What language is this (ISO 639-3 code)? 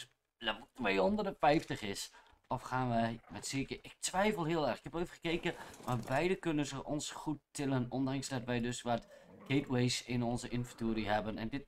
nld